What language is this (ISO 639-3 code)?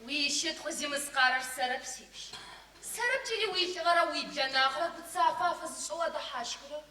ady